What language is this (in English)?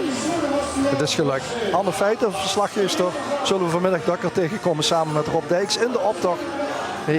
Limburgish